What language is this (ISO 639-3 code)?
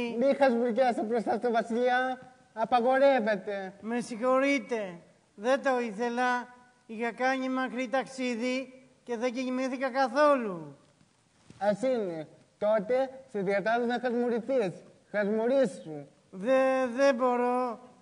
ell